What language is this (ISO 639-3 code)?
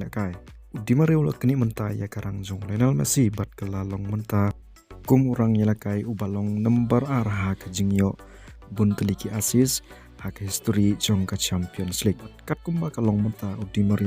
kha